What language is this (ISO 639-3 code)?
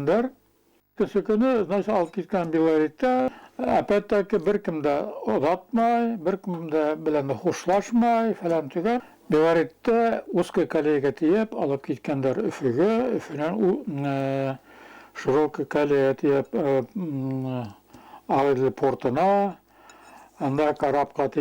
bak